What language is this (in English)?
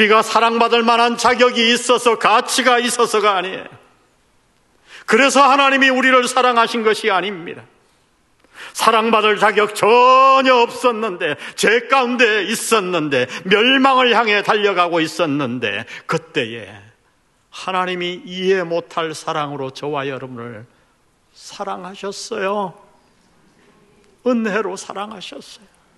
Korean